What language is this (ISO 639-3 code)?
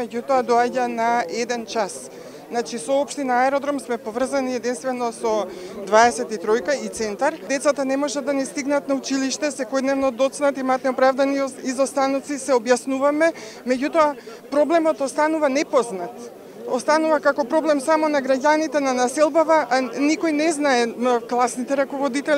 mkd